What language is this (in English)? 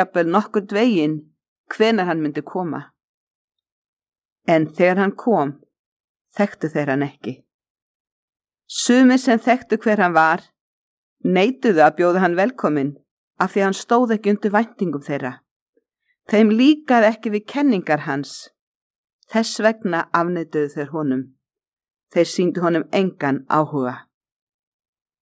Icelandic